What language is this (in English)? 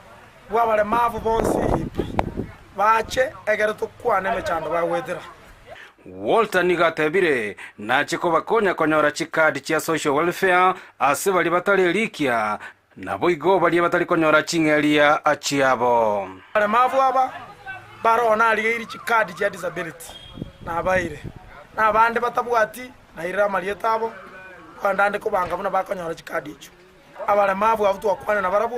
Gusii